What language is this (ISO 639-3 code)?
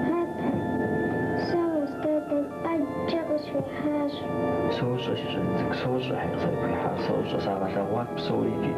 kbd